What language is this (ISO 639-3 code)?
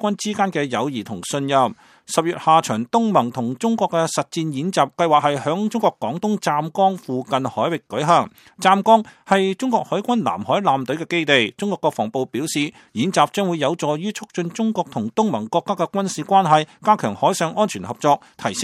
yue